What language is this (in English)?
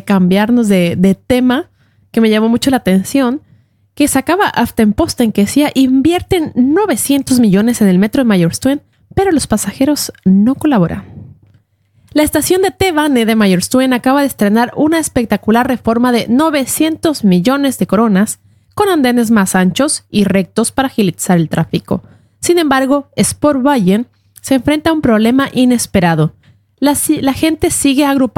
Spanish